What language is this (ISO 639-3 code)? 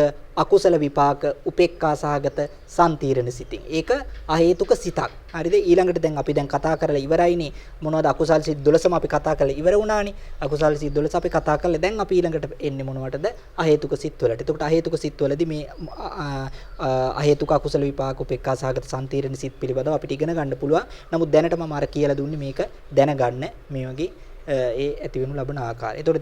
sin